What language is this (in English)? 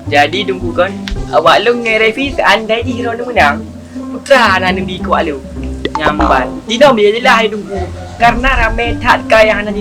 Achinese